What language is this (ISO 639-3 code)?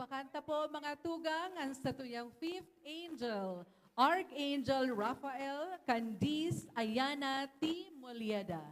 bik